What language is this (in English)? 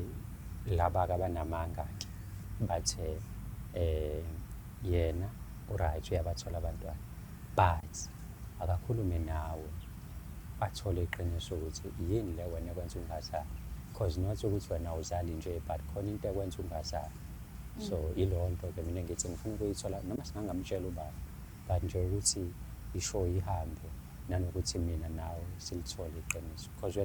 Zulu